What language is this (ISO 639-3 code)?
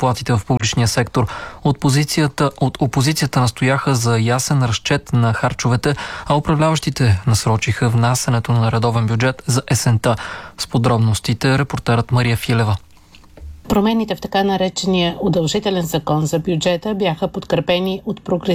bul